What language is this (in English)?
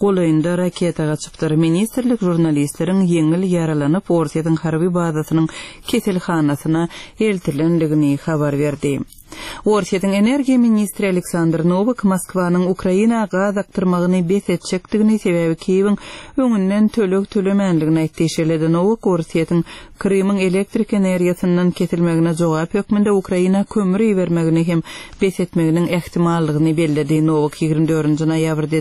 Turkmen